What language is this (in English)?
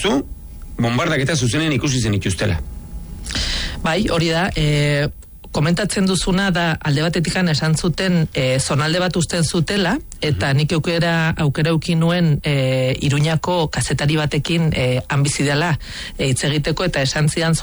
Basque